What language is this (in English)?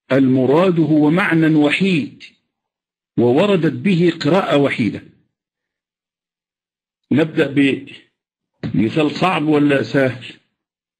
Arabic